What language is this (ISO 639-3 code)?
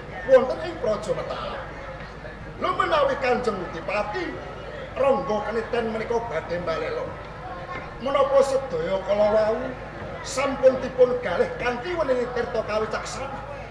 jav